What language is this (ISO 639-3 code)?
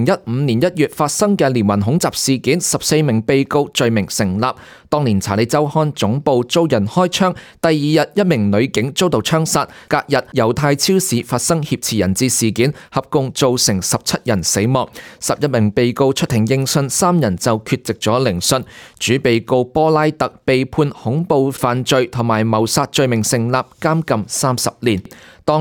yue